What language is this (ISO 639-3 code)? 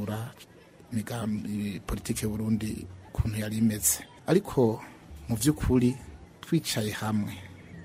kin